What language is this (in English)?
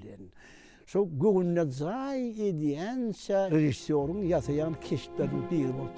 Turkmen